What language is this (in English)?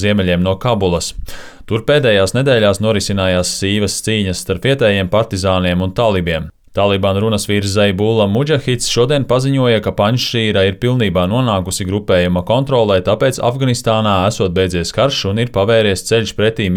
Latvian